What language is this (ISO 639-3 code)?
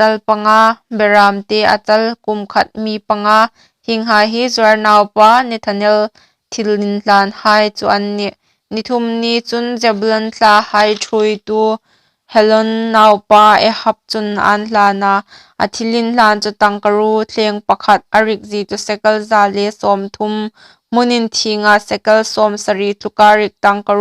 hmr